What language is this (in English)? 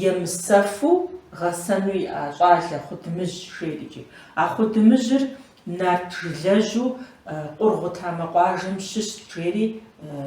Kabardian